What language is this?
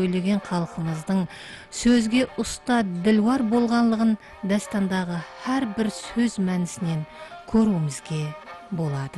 Kara-Kalpak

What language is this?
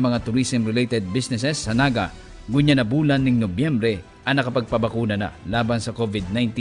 Bikol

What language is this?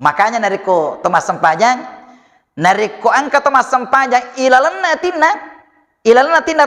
Buginese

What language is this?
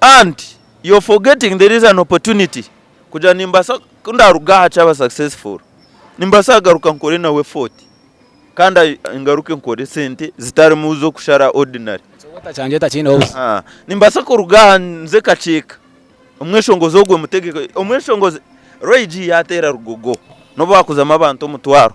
Nyankole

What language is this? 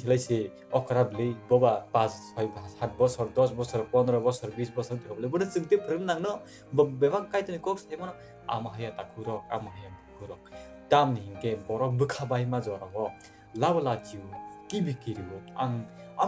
Kok Borok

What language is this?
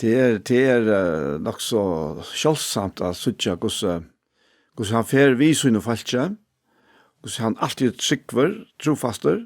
Faroese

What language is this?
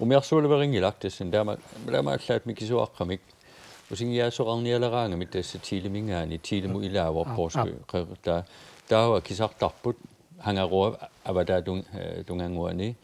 Kalaallisut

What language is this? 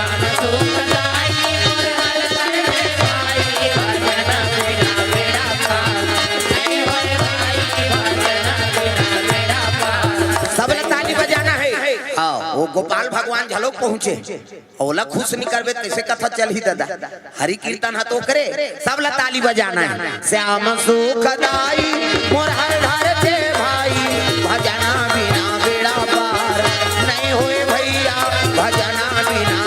Chhattisgarhi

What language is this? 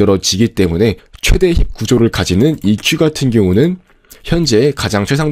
Korean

